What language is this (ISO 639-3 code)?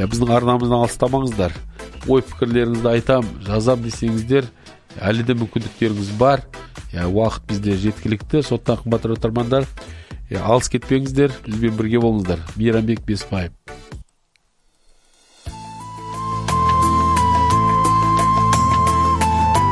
kaz